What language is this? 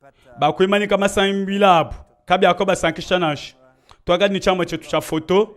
Luba-Lulua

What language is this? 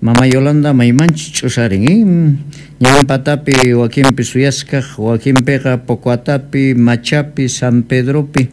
South Bolivian Quechua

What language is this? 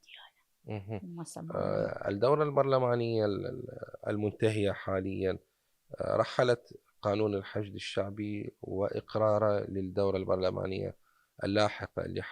Mesopotamian Arabic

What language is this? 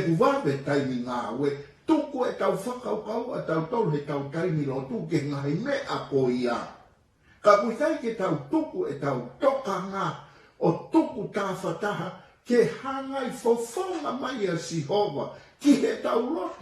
Tongan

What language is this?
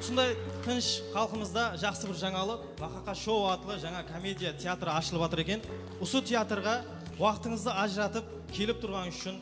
Kara-Kalpak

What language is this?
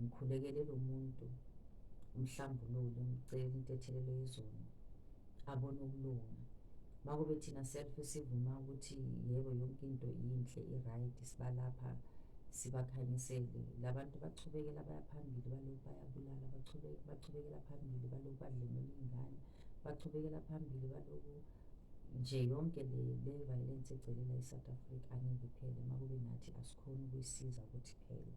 Zulu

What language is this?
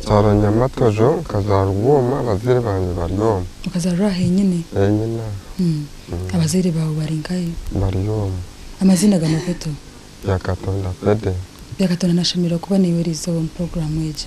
Nyankole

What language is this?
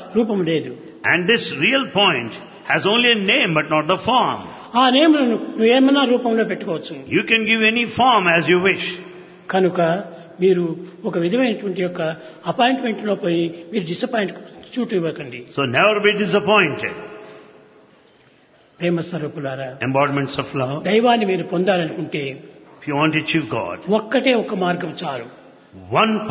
Telugu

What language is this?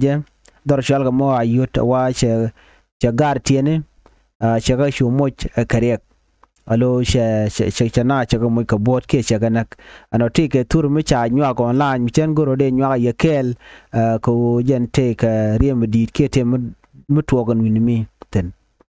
Nuer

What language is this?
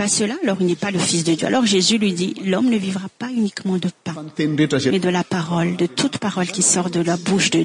French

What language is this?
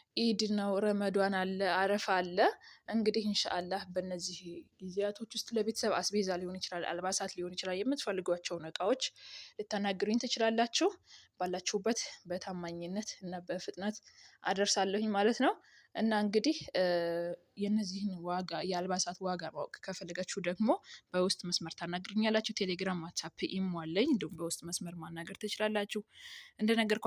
Amharic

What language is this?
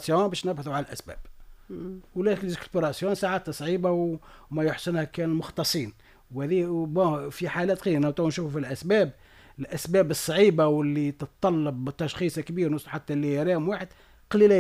Tunisian Arabic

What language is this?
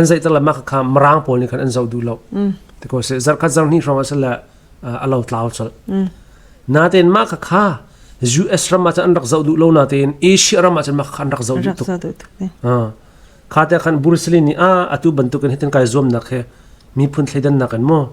Hakha Chin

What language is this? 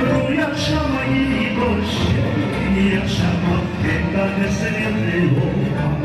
Gagauz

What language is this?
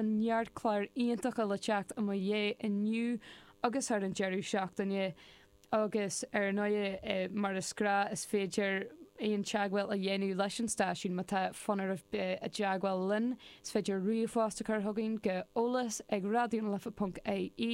Irish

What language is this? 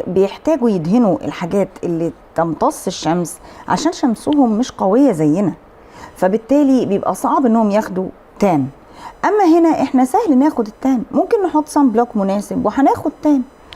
Egyptian Arabic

